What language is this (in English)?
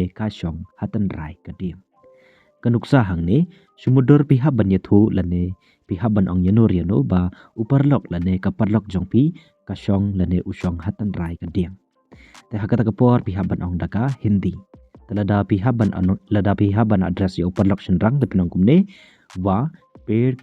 Khasi